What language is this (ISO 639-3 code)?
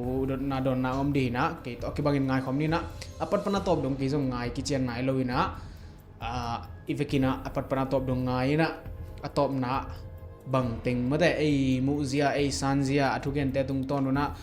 ctd